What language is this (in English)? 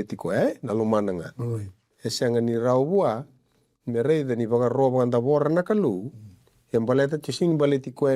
Fijian